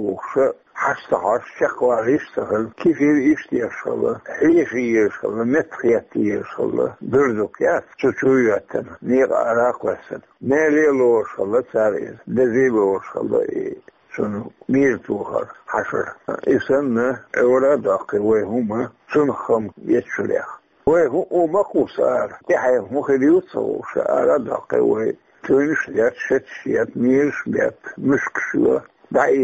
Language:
Chechen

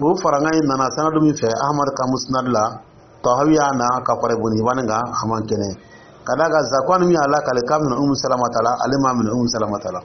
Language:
Dyula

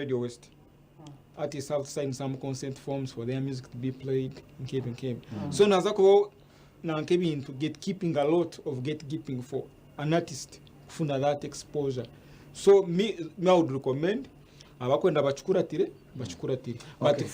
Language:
Nyankole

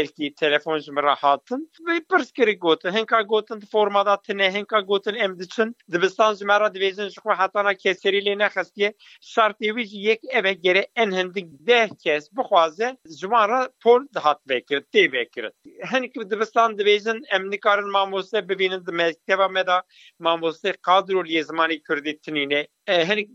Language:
Kurdish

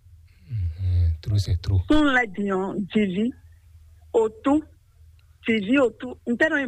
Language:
Fon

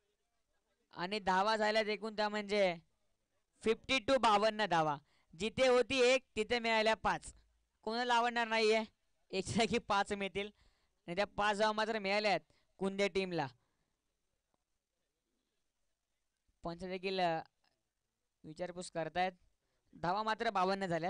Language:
Marathi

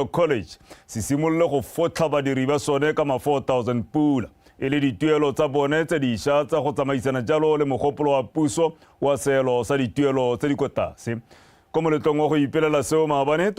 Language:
Tswana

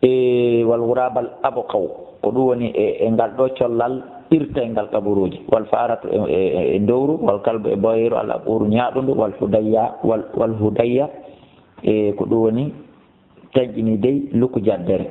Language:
Fula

